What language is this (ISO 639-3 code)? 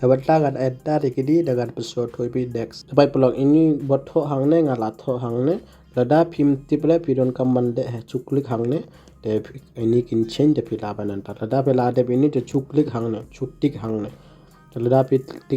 kha